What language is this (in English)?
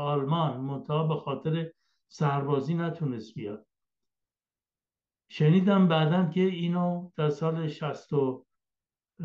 Persian